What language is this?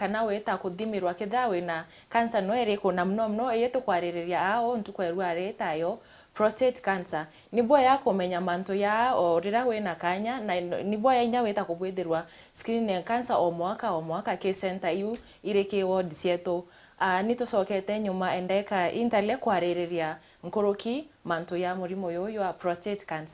Meru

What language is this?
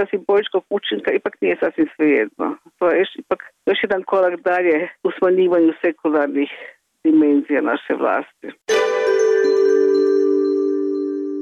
Croatian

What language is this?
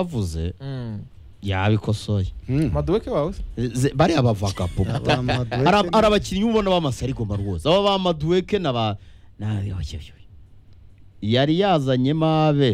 Kinyarwanda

